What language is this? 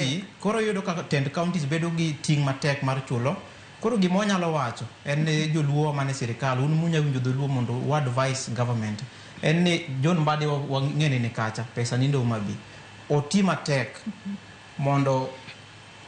Luo (Kenya and Tanzania)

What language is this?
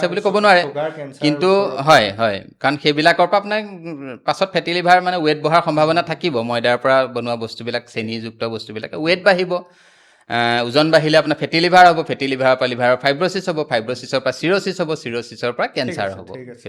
Assamese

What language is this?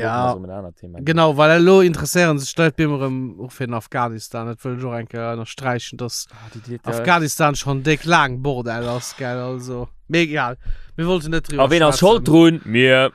Luxembourgish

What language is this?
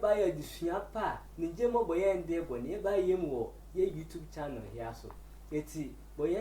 Sehwi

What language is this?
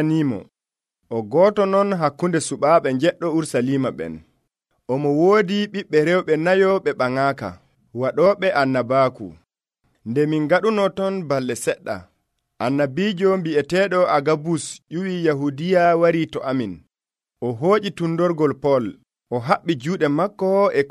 Nigerian Fulfulde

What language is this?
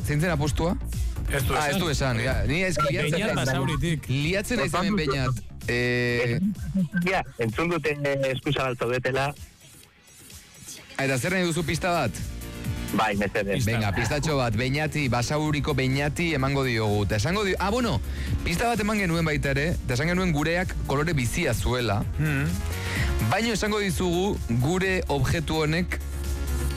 Basque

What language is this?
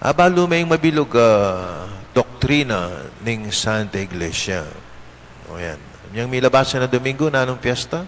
Pampanga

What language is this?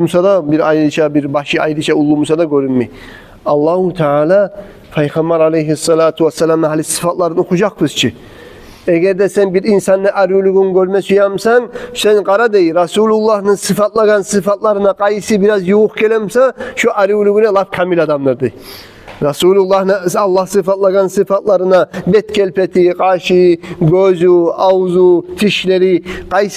Kumyk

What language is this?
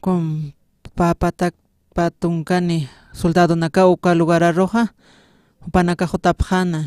Aymara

